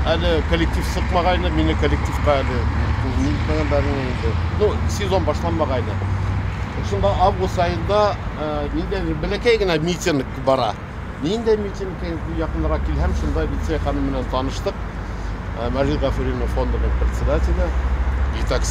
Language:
Bashkir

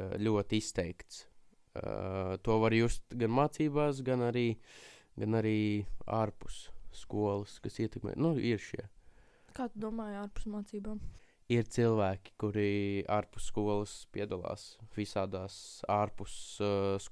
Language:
Latvian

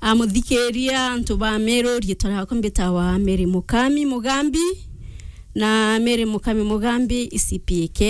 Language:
Meru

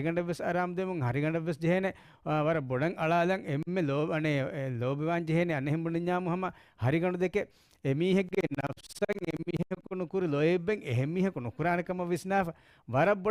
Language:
Divehi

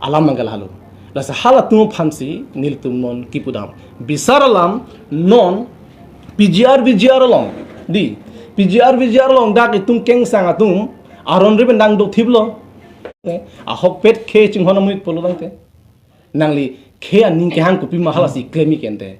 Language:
Karbi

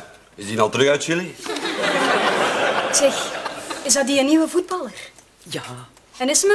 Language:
Dutch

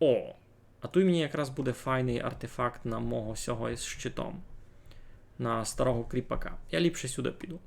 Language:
Rusyn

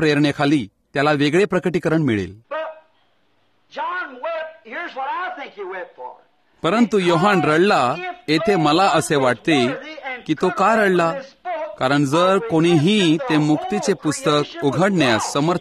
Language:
Marathi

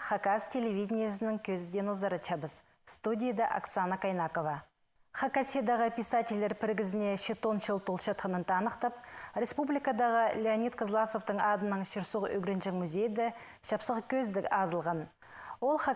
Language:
Khakas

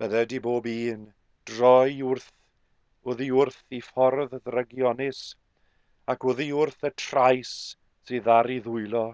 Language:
Welsh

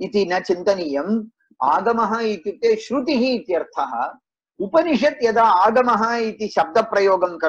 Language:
Sanskrit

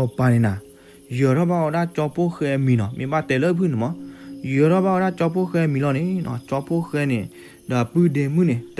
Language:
S'gaw Karen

